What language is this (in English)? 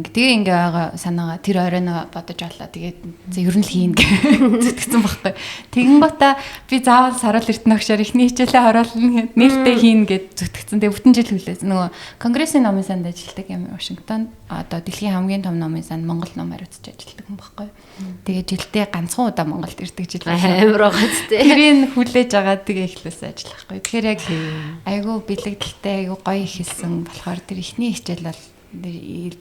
Mongolian